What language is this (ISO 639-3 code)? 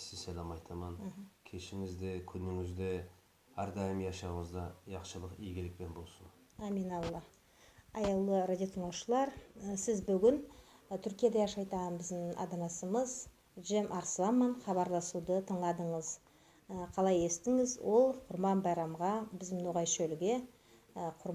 nog